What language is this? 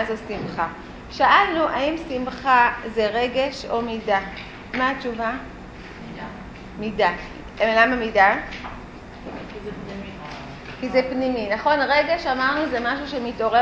Hebrew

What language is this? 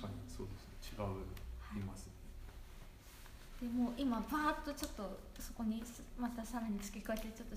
Japanese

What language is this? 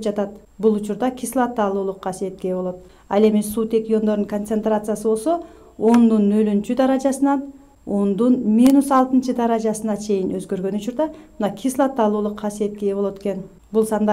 Kyrgyz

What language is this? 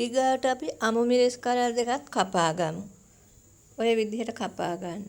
Sinhala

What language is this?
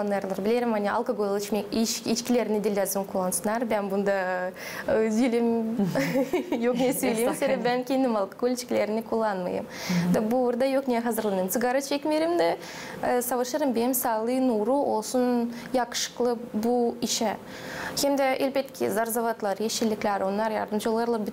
Gagauz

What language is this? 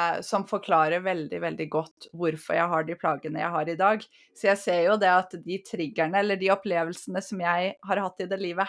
Norwegian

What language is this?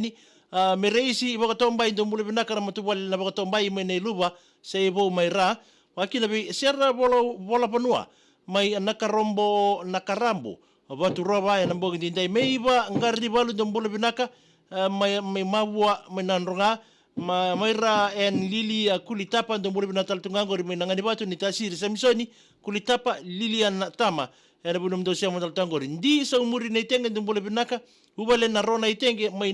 Fijian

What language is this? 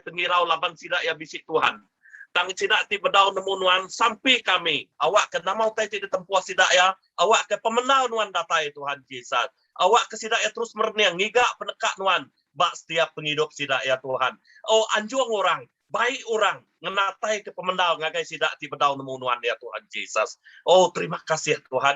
Iban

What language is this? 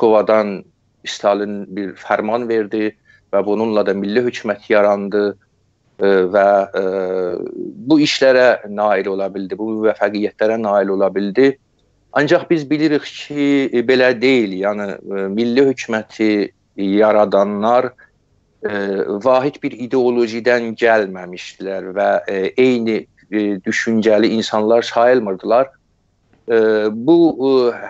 South Azerbaijani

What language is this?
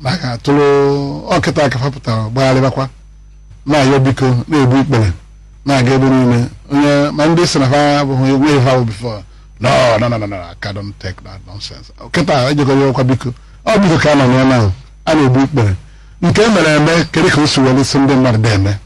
Igbo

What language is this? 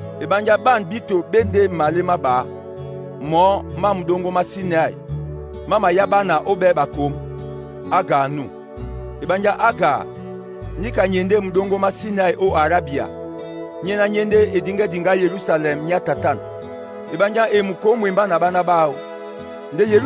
Duala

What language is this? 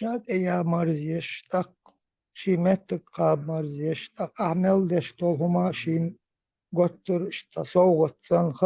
Chechen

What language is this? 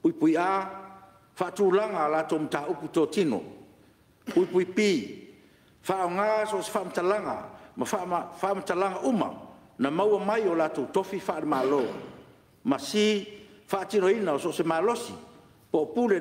Samoan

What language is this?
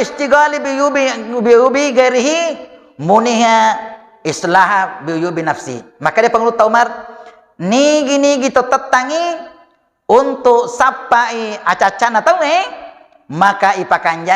Buginese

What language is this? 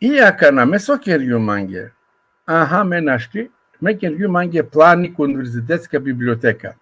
Balkan Romani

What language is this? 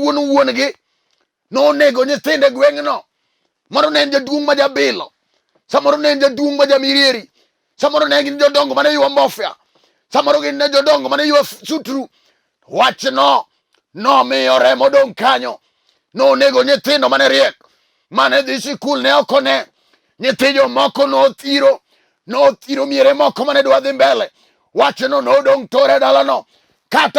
Luo (Kenya and Tanzania)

